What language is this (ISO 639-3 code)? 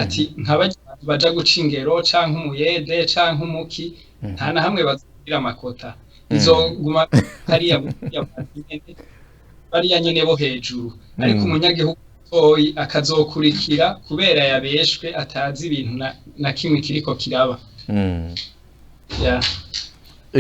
run